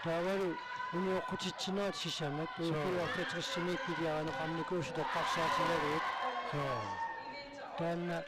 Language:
Kalaallisut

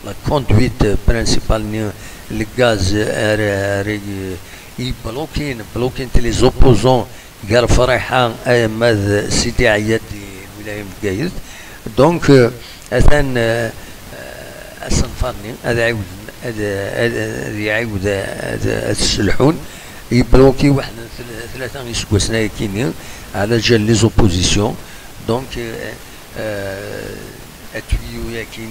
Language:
Kabyle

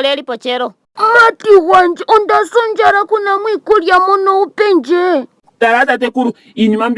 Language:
Ndonga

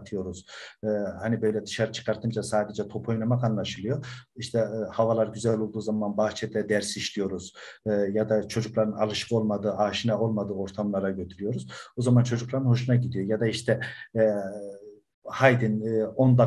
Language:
Turkish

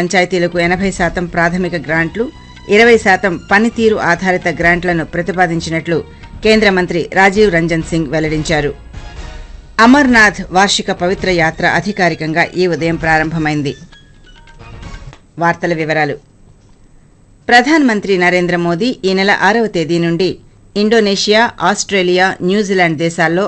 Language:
Telugu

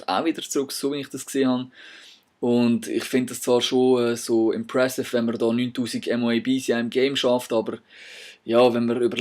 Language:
Swiss German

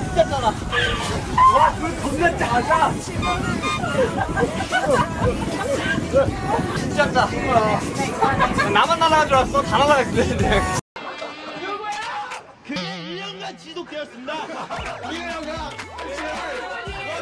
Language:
Korean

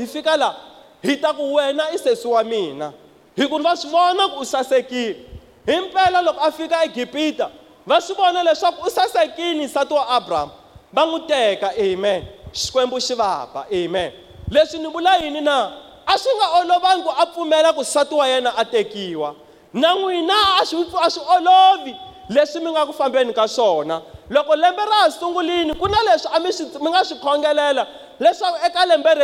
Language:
Tsonga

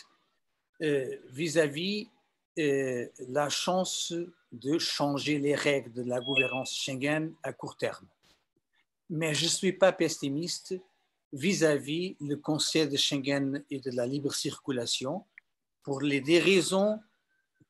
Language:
French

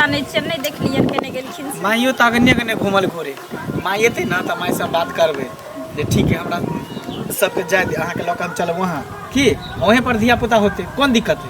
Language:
Maithili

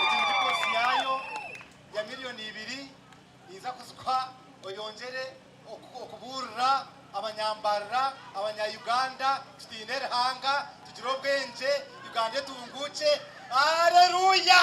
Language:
Nyankole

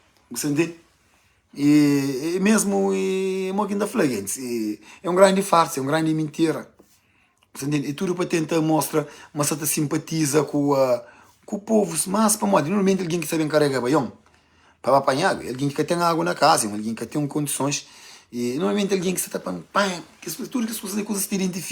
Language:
Kabuverdianu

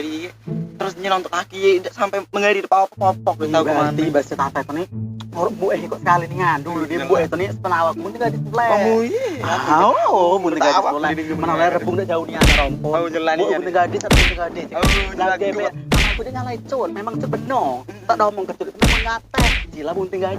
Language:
Musi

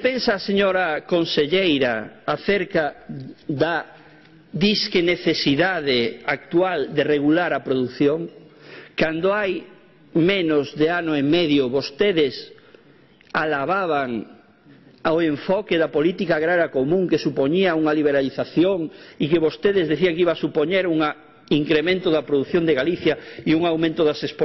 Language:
Galician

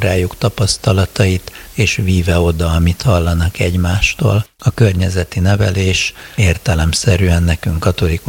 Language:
Hungarian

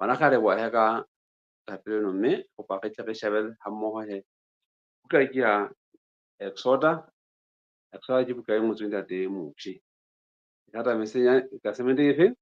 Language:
Southern Sotho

